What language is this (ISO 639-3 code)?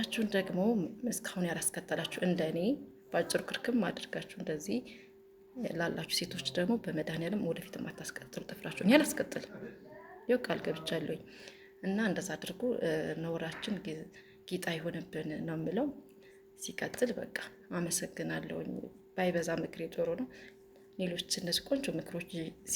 amh